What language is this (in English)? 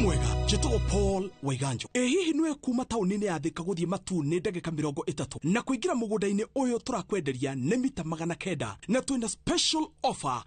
Kikuyu